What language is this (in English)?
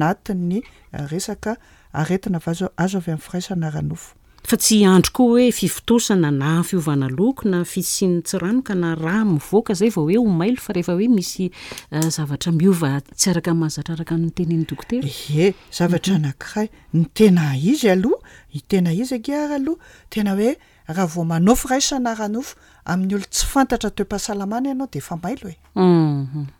Malagasy